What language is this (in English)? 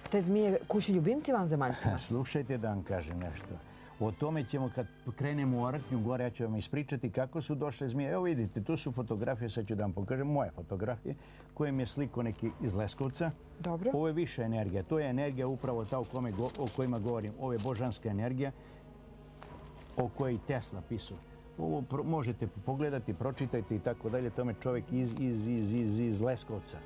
Serbian